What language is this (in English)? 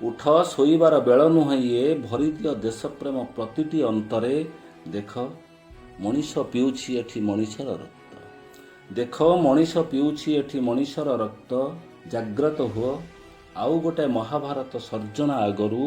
Odia